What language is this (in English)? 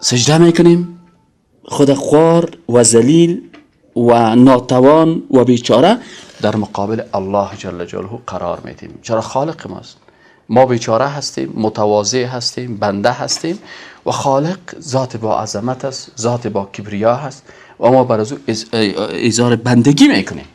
Persian